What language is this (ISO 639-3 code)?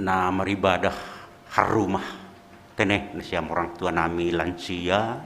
bts